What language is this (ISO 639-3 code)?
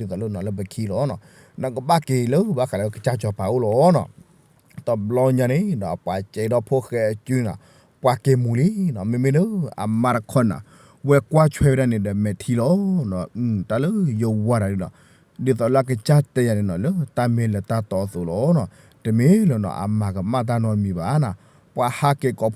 ksw